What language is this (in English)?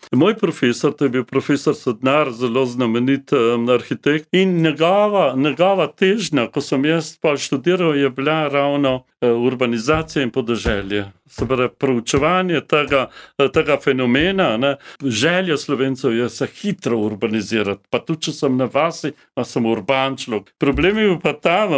Slovenian